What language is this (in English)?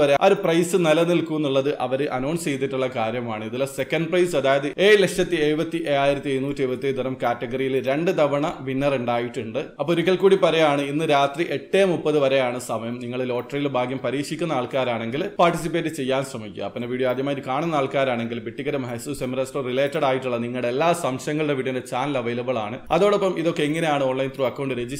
Malayalam